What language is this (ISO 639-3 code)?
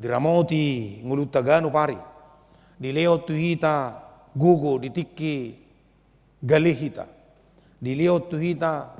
bbc